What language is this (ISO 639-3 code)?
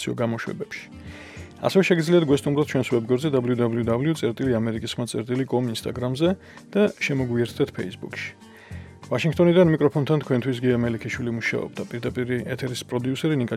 kat